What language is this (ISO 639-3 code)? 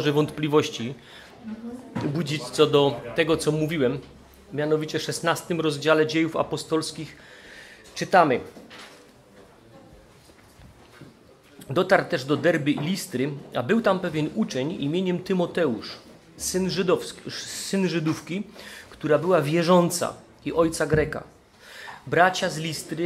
pol